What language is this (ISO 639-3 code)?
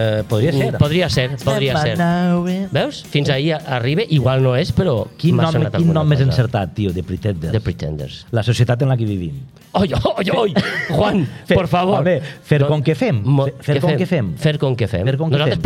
cat